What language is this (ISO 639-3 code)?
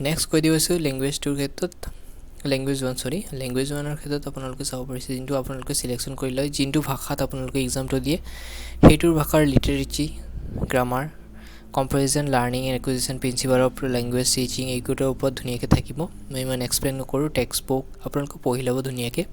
asm